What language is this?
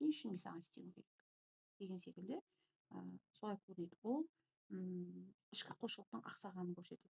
Kazakh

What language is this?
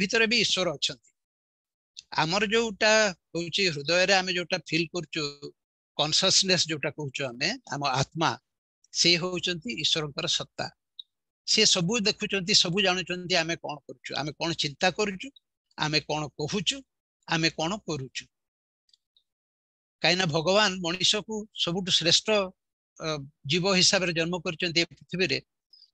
Odia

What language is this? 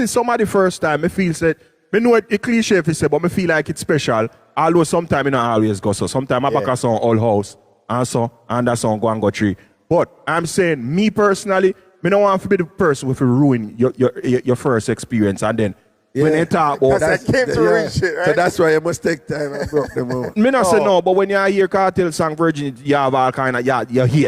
Jamaican Creole English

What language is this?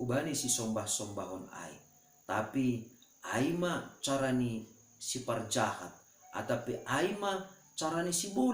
Batak Simalungun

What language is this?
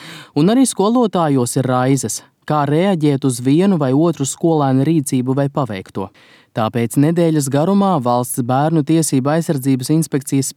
Latvian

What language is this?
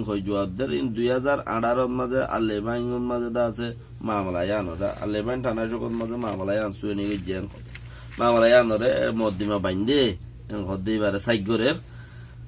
Rohingya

